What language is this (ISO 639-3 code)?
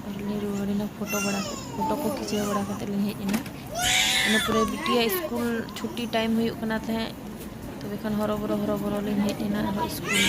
sat